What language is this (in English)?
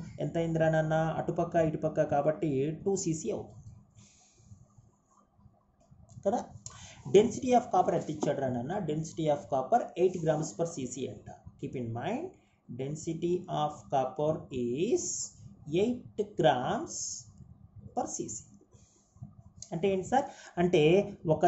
Telugu